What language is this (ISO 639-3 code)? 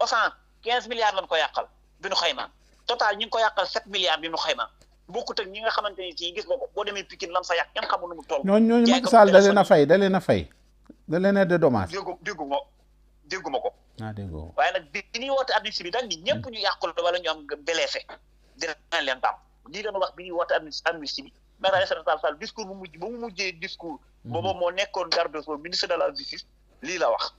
wol